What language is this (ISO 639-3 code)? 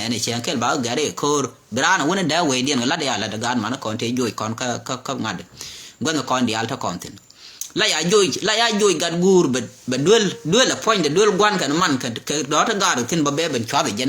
nus